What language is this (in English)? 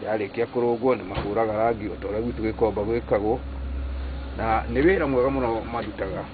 Kikuyu